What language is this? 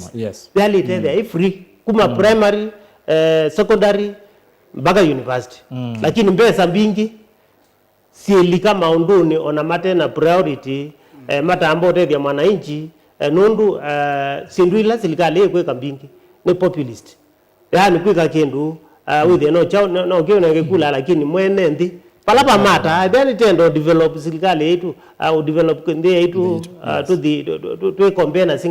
Kamba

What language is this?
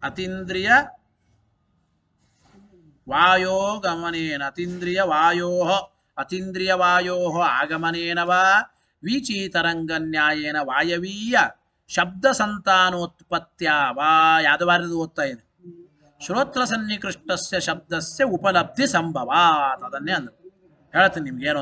Kannada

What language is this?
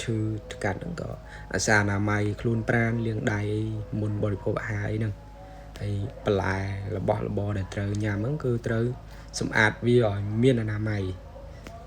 Khmer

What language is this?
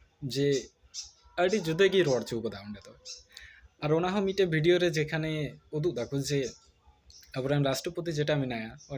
Santali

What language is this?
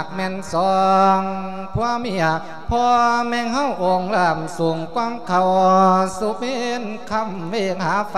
Lao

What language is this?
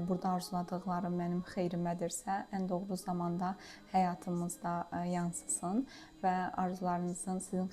Azerbaijani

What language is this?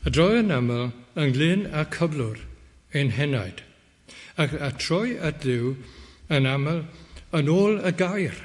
Welsh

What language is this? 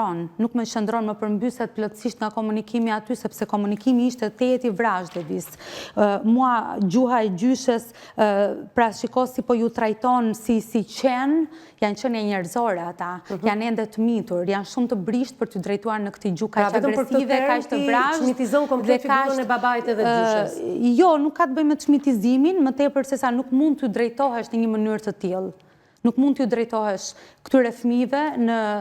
Albanian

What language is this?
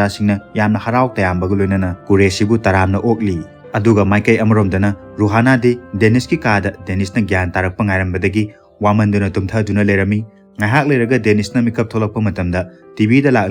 Manipuri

